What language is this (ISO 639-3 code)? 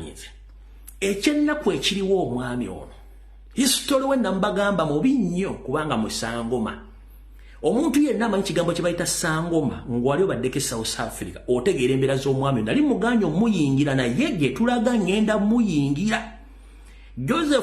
lug